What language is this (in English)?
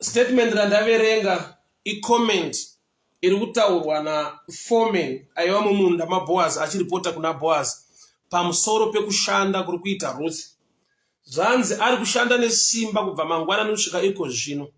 Shona